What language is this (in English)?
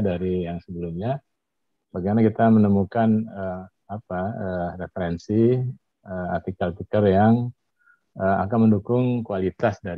Indonesian